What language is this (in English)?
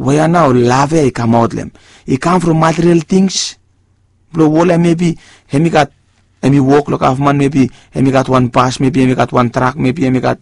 Bislama